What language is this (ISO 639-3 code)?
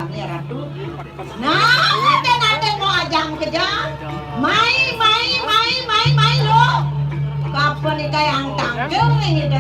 ban